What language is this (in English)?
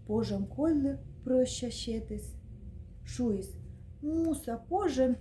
Komi